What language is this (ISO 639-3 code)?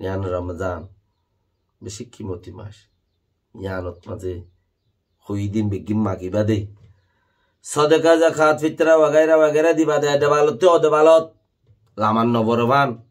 rhg